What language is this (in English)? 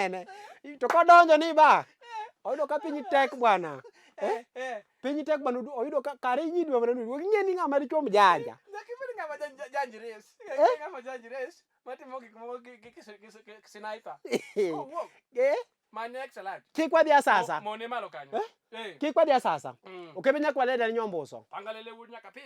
Luo (Kenya and Tanzania)